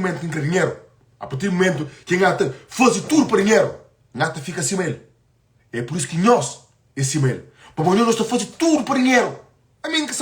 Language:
Kabuverdianu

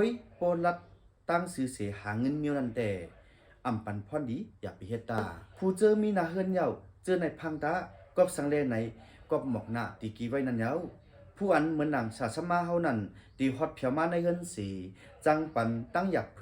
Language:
Shan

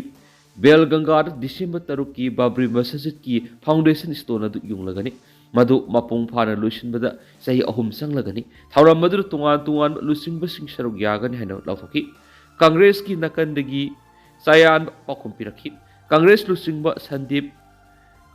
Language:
Manipuri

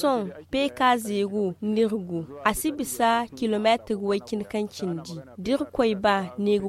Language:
Zarma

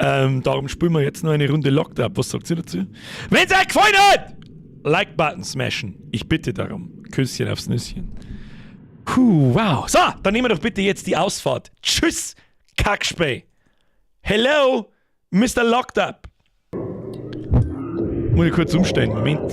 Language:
Bavarian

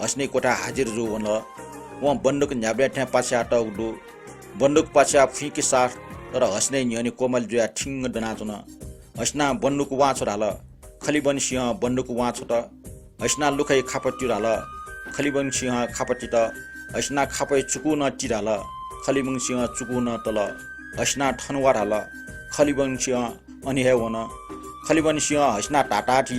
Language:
Newari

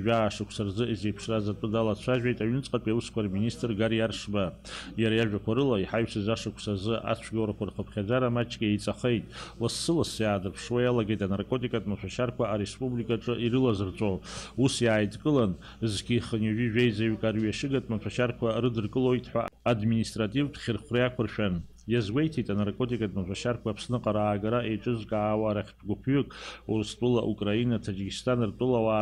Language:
Abkhazian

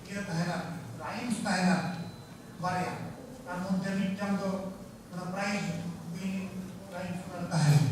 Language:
Santali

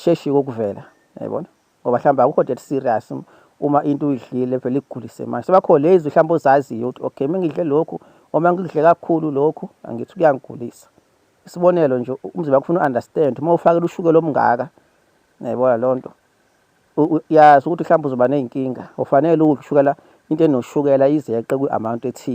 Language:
Zulu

